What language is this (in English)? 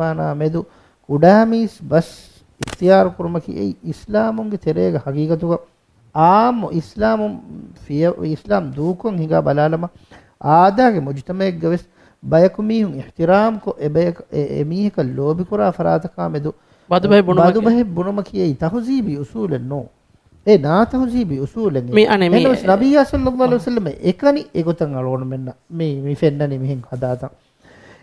Divehi